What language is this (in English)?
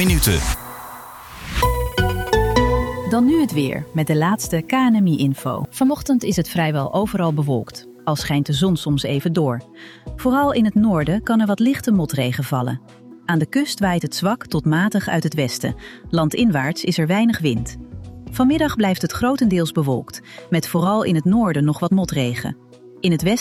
Dutch